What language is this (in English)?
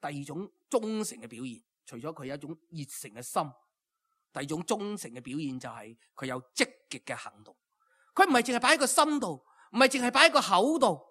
Cantonese